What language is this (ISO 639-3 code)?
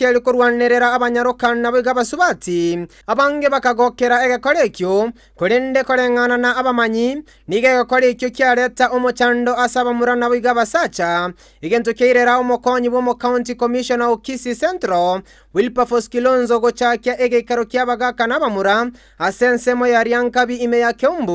guz